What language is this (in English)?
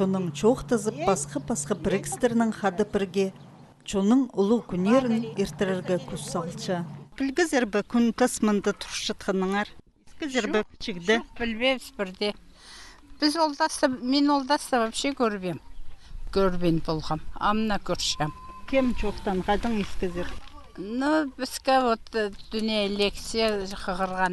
Khakas